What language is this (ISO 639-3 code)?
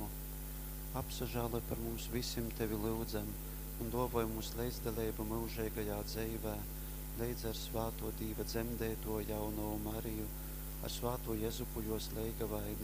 ltg